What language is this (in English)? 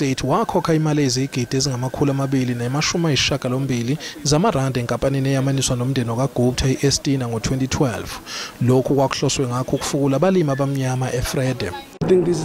Zulu